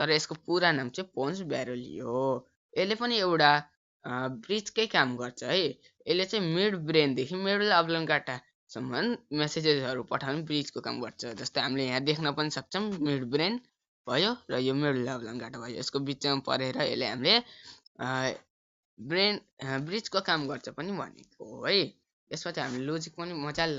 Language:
Nepali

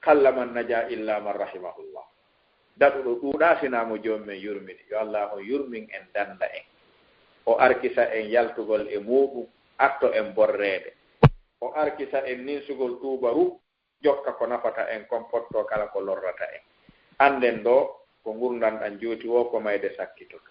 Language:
Fula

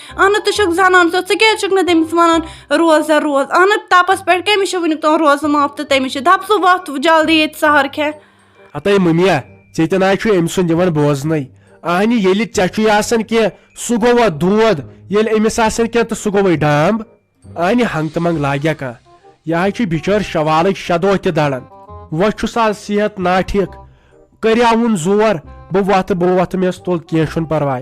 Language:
Kashmiri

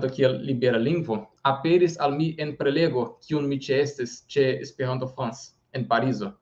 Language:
Esperanto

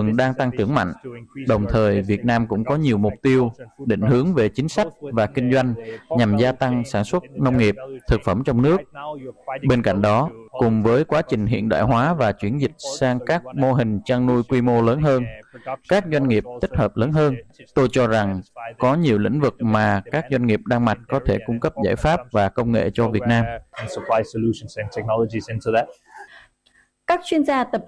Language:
Vietnamese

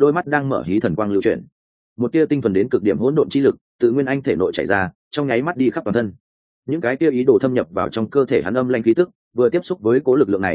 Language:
Vietnamese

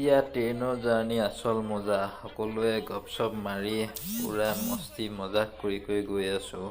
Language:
Assamese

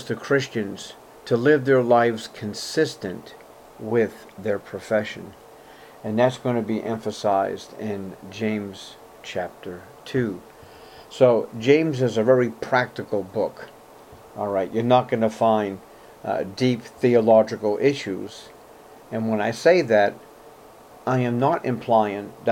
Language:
English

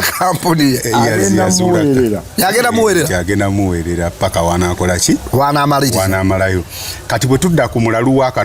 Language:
Ganda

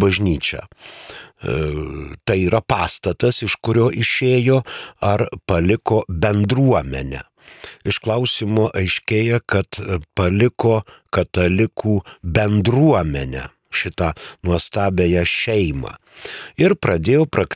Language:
Lithuanian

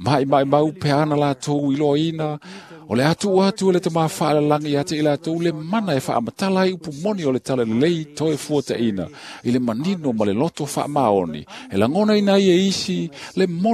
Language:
Samoan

